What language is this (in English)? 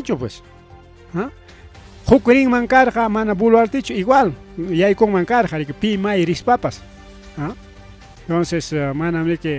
Ayacucho Quechua